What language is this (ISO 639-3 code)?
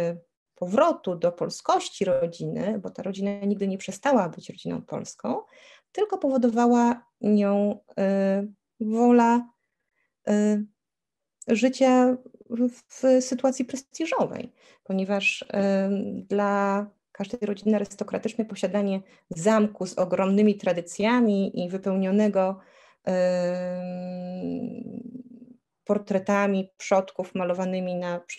pol